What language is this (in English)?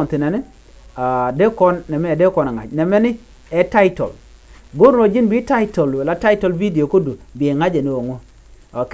Nuer